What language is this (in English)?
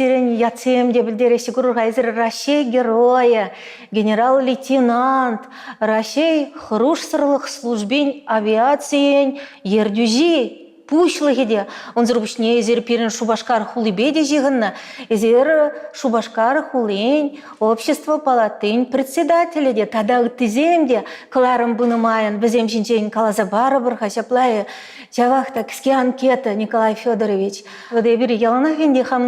Chuvash